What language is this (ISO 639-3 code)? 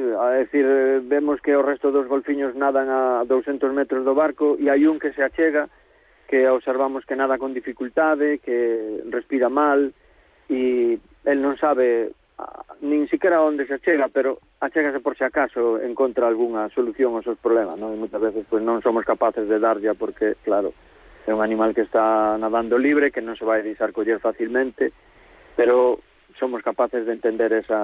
glg